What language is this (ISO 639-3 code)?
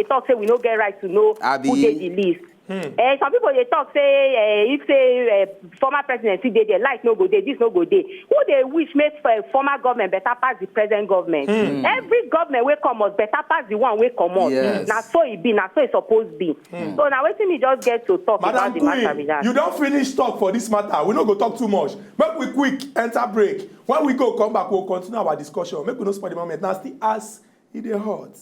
pcm